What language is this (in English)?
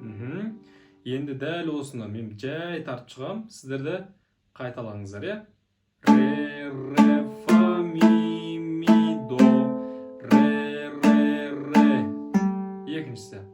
Kazakh